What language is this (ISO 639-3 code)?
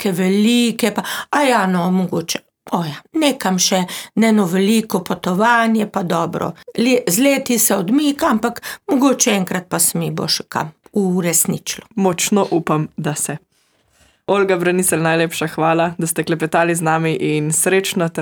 slv